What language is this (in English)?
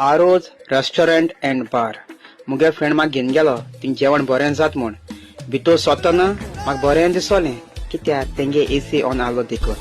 Konkani